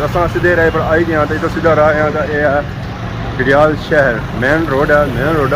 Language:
Pahari-Potwari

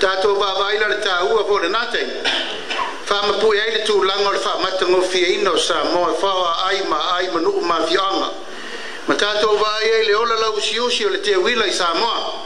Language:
Samoan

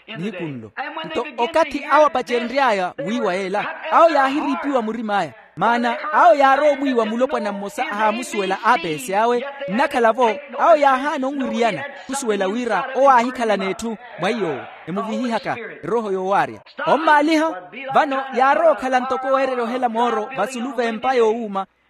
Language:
Makhuwa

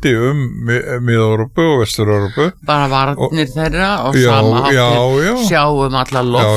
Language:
Icelandic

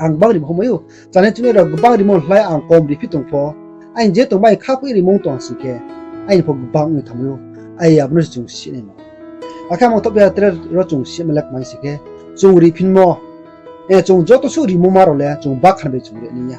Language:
Riang (India)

